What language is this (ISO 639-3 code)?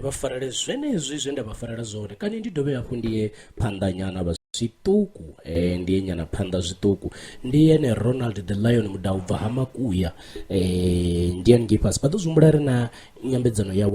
ven